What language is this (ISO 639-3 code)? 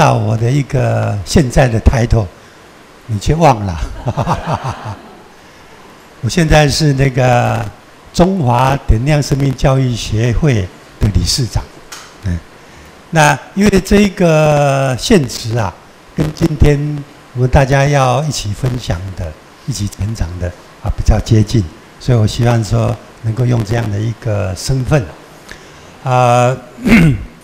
zho